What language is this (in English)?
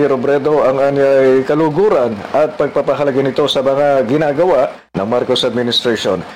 Filipino